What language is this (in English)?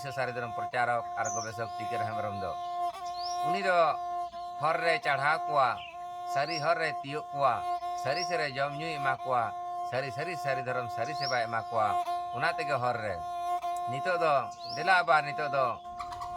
Santali